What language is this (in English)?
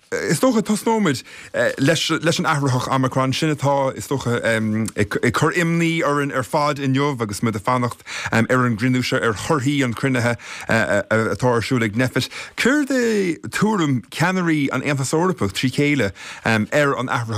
Irish